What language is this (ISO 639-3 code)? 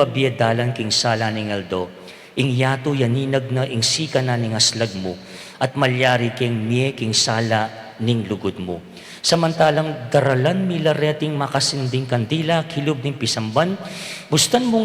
pam